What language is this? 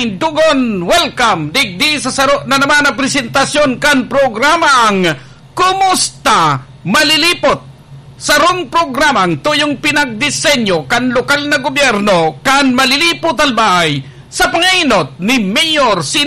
Bikol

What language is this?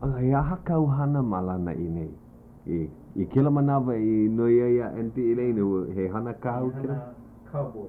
Hawaiian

